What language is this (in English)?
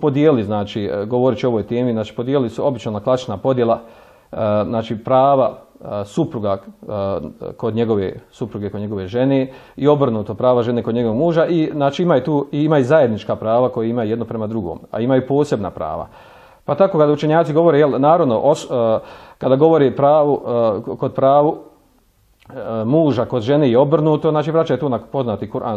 Bosnian